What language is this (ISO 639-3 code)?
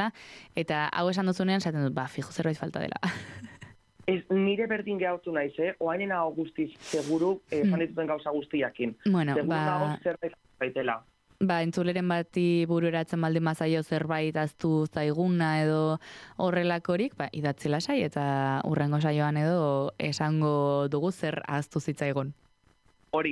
eus